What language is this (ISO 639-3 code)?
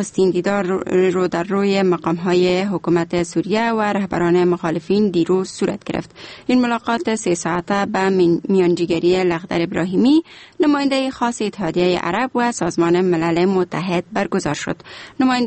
fas